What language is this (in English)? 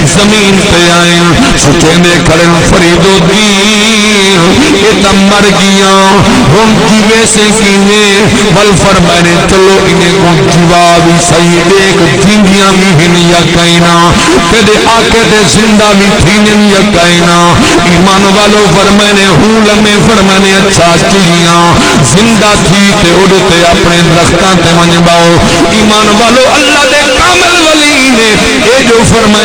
Saraiki